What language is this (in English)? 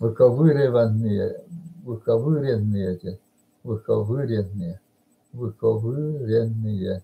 Yakut